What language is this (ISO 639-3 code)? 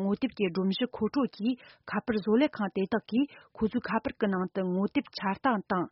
bod